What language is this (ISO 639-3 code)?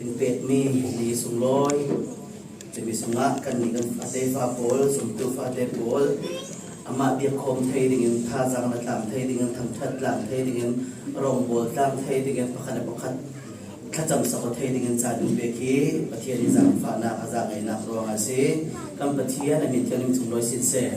cfm